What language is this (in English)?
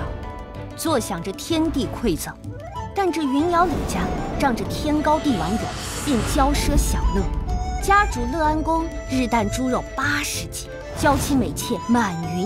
Chinese